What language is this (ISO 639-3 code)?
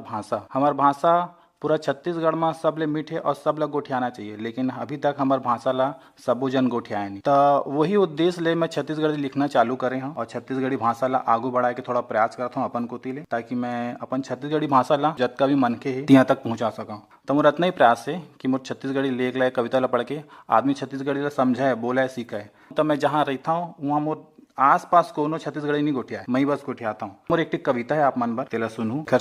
hne